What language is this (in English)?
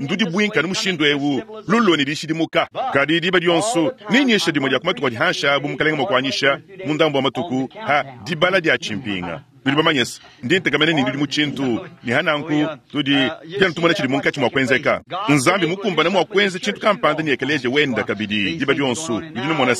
Luba-Lulua